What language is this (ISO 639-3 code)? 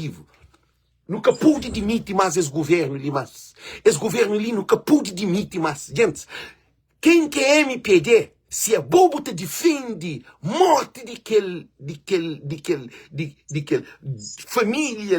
kea